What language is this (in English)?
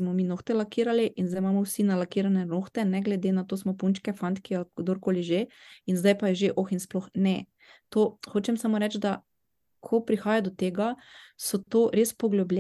Slovenian